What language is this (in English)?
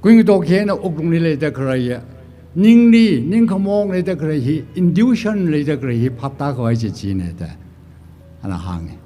Tangkhul Naga (India)